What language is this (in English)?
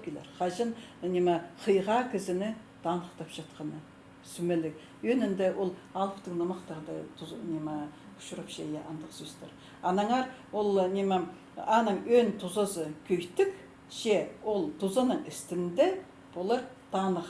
Khakas